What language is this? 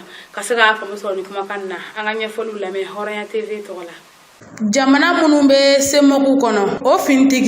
Bambara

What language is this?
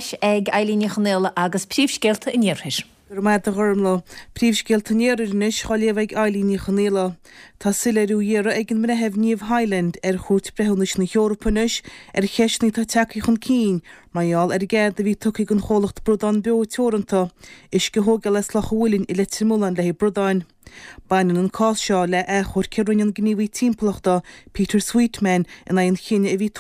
Irish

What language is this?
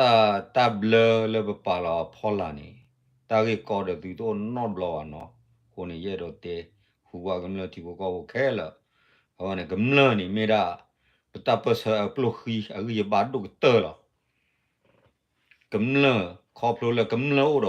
S'gaw Karen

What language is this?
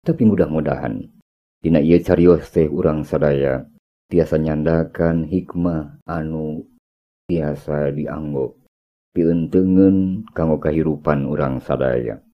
Sundanese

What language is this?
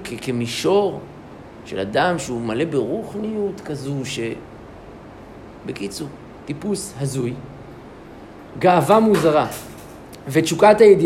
Hebrew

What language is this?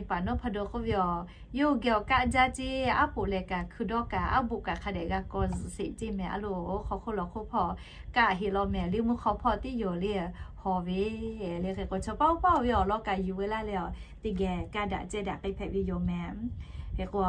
Lahu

